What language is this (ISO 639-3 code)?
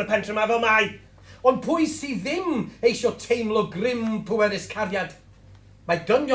cym